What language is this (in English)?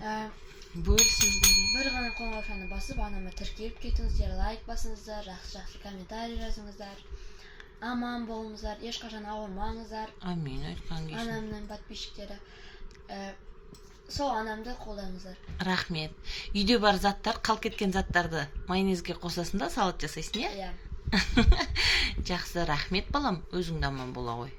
Kazakh